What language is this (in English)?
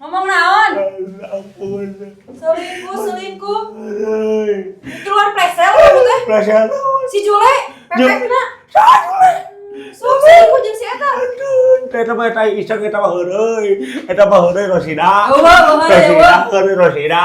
Sundanese